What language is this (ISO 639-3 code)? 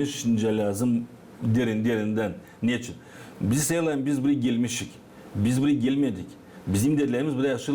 gag